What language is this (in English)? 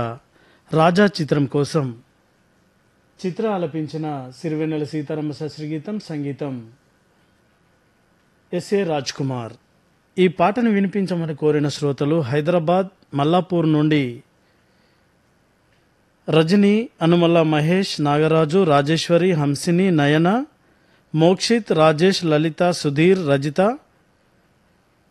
Telugu